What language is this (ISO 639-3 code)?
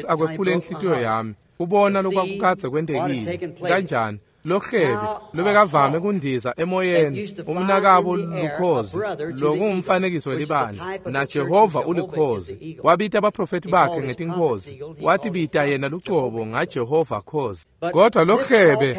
ssw